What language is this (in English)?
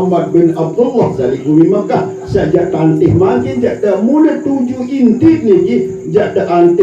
Sasak